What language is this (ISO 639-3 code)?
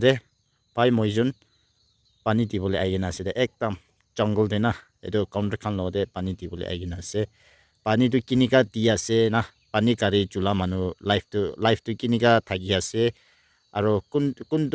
nag